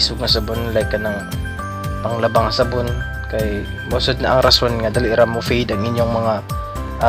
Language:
Cebuano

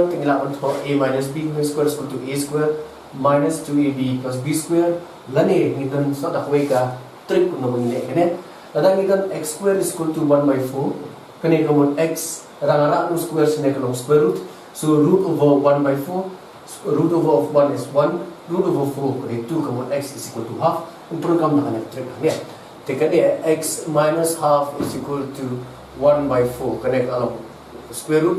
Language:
Khasi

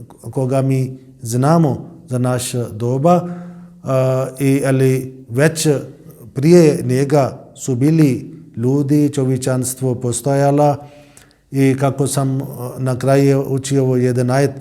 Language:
Bosnian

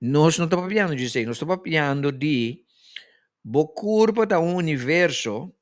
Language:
Papiamento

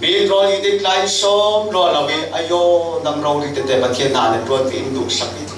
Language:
Falam Chin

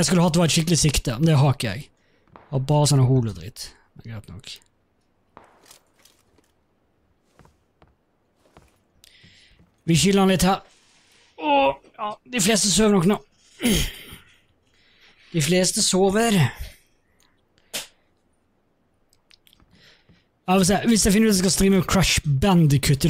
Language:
Norwegian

